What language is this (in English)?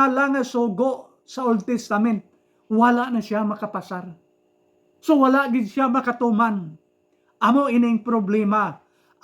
Hiligaynon